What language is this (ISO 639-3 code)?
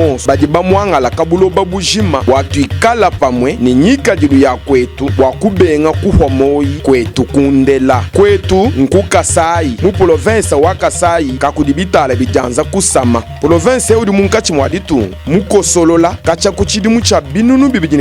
lua